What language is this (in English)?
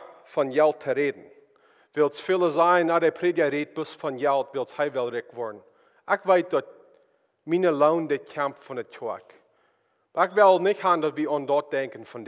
Plautdietsch